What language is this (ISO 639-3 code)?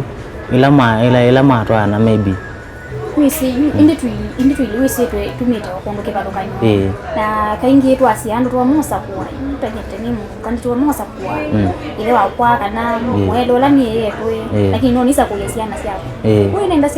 kam